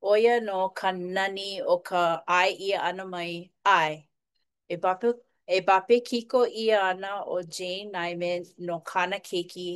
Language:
Hawaiian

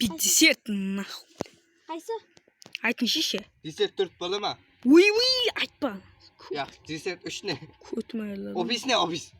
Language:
Kara-Kalpak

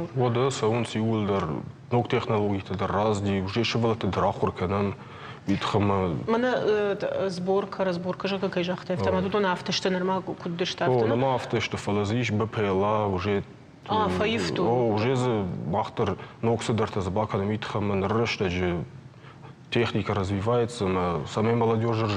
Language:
Ossetic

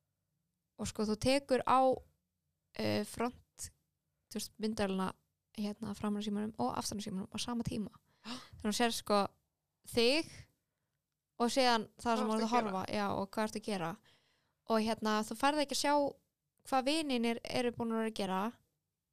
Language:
Icelandic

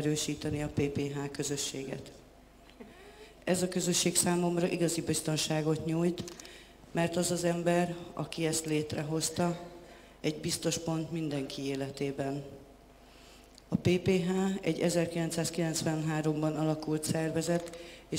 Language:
Hungarian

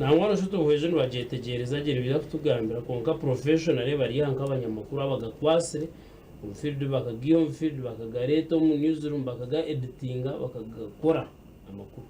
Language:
Nyankole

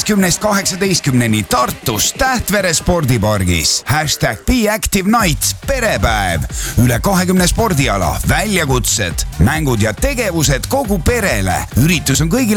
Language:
Estonian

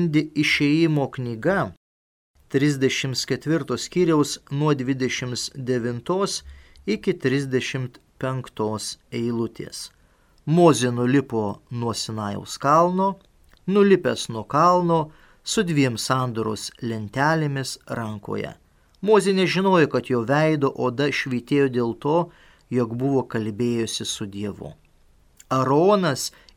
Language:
Lithuanian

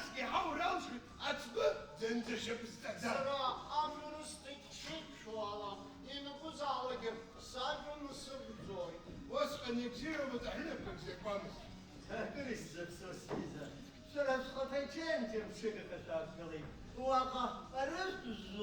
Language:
Abkhazian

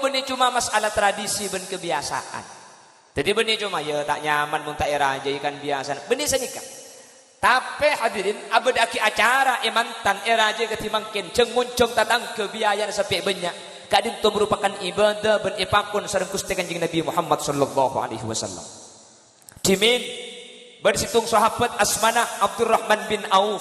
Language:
Madurese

